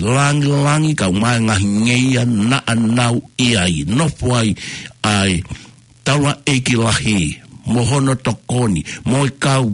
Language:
Tongan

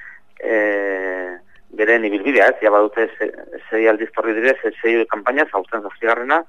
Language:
Basque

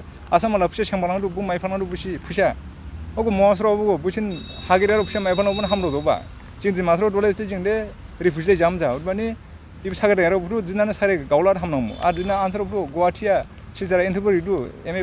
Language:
Dimasa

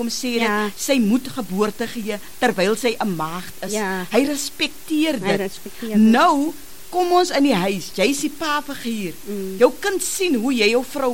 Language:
Afrikaans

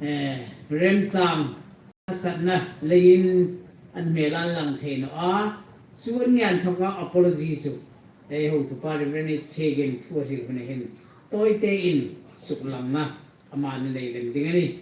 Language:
Hmar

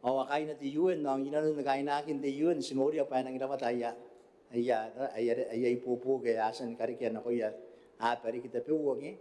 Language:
Gilbertese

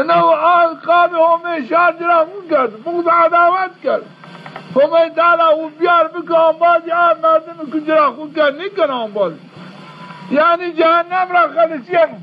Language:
Zaza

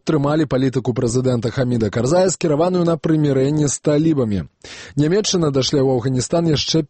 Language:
Belarusian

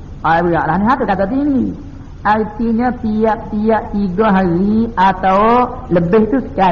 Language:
Malay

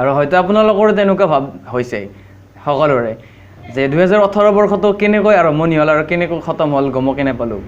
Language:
Assamese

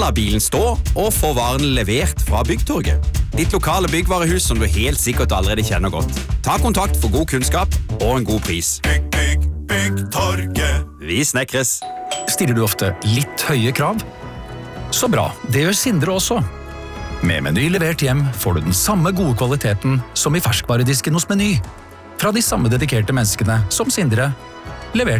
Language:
Norwegian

